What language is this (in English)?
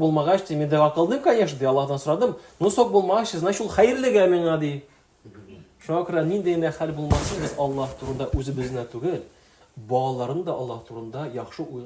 Tatar